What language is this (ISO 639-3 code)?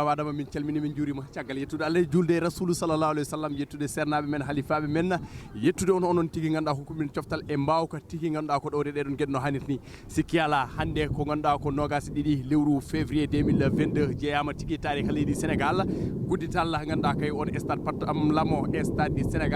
ful